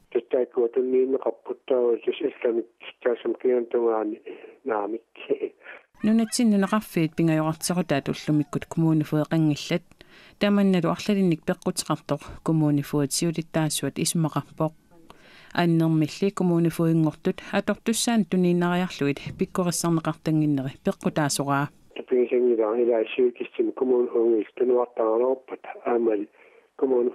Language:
Kalaallisut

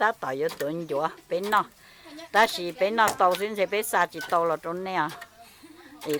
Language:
Hmong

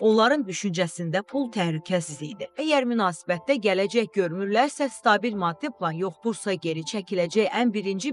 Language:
Azerbaijani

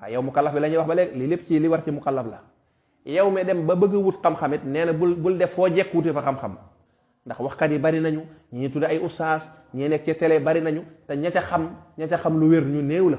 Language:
Wolof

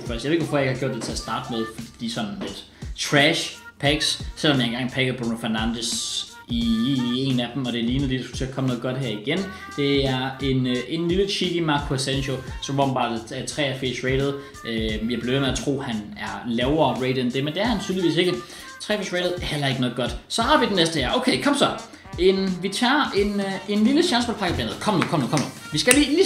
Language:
Danish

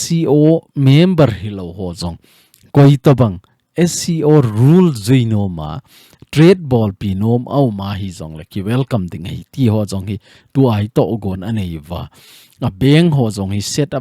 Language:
Thado Chin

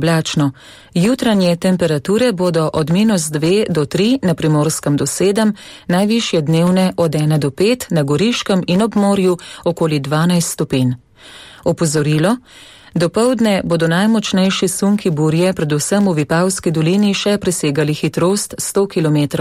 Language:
Slovenian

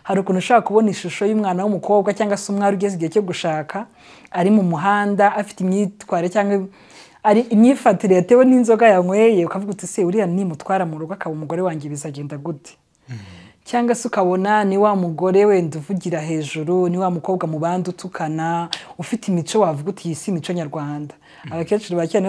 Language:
Kinyarwanda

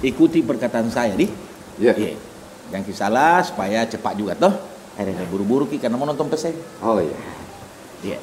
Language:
Makassar Malay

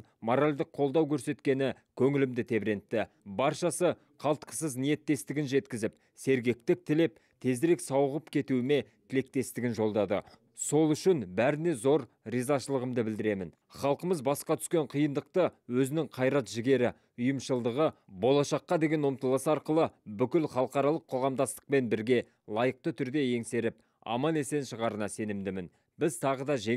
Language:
Kazakh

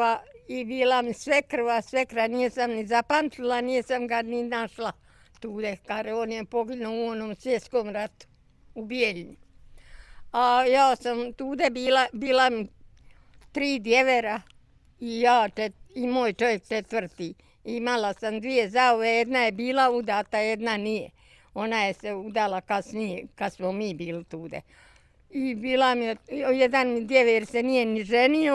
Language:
Bosnian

